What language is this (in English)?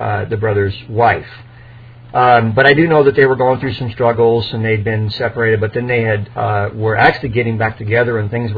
English